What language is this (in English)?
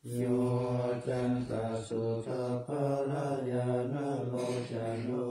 Pali